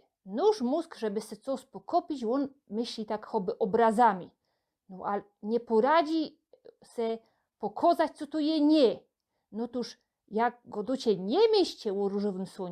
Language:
Silesian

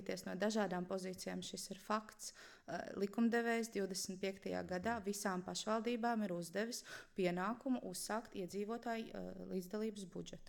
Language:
Latvian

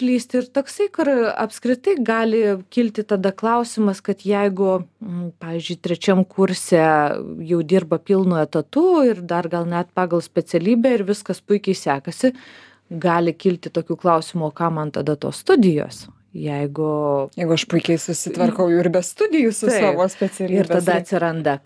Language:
Lithuanian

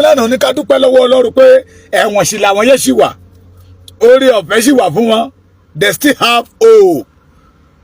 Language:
Yoruba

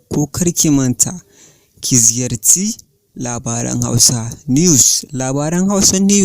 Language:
Hausa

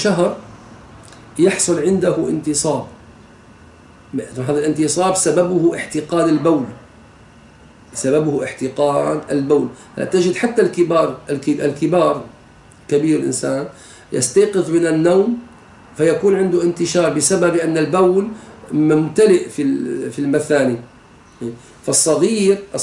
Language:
Arabic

